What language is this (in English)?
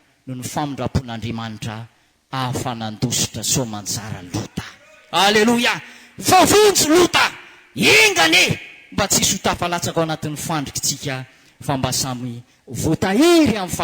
Malagasy